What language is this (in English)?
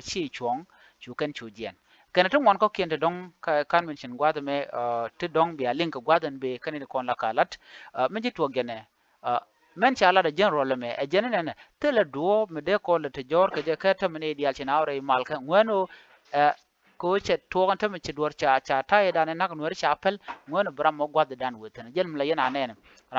Nuer